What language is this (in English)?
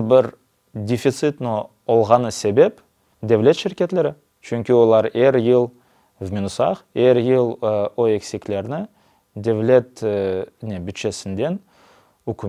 Crimean Tatar